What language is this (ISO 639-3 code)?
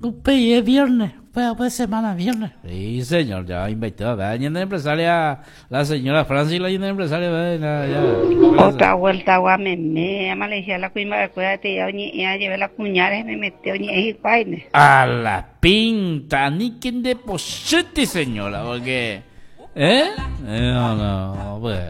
grn